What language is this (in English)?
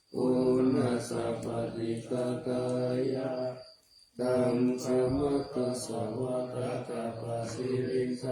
Pali